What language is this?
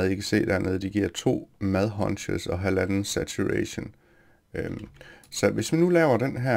Danish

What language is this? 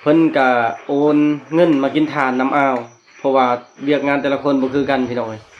Lao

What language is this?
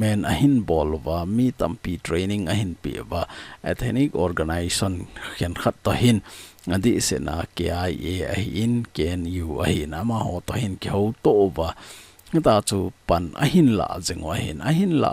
Thado Chin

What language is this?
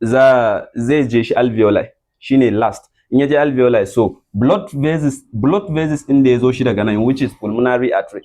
Hausa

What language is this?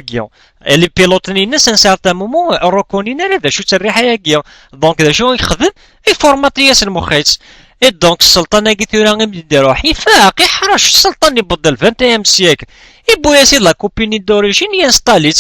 Kabyle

